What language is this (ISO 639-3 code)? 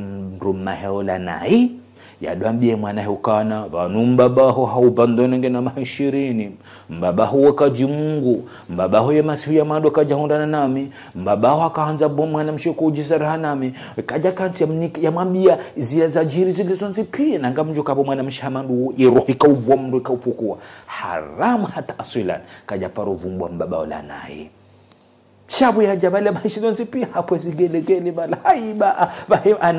zdj